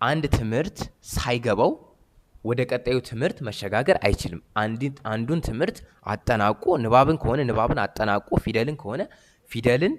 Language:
Amharic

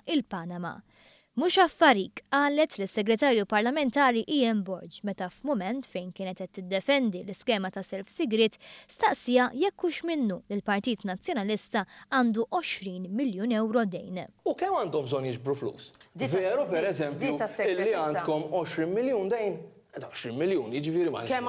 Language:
Maltese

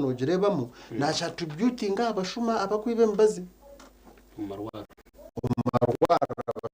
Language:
Nyankole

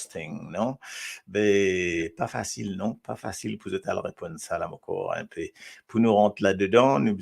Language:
Morisyen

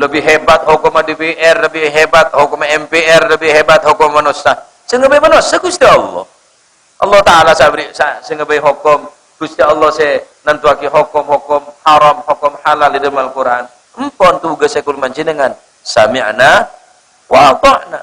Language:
Madurese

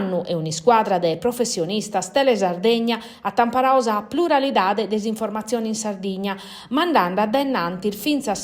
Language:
Sardinian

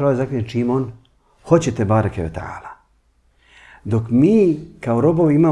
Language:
Bosnian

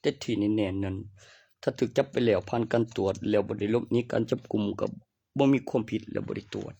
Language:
Northeastern Thai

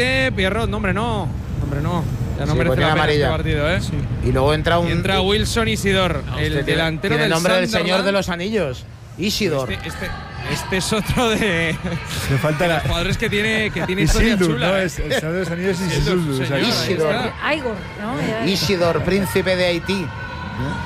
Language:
Spanish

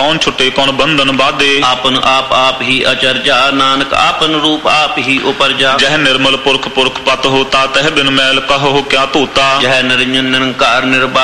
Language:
Punjabi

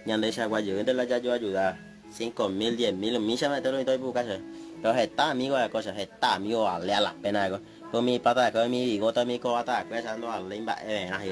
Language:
Guarani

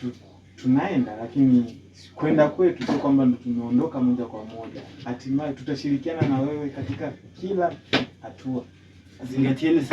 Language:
Swahili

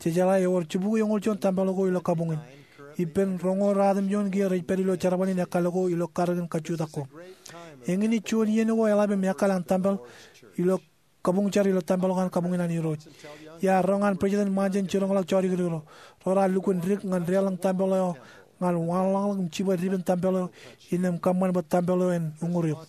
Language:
Marshallese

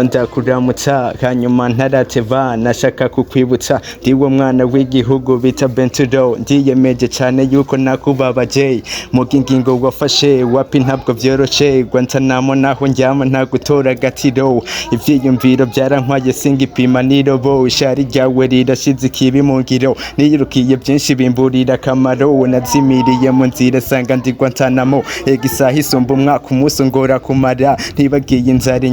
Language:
Rundi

